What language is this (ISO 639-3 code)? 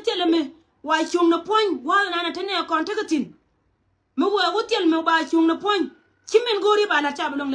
nus